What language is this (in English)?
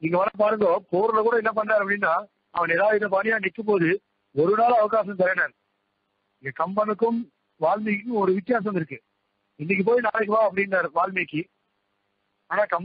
Tamil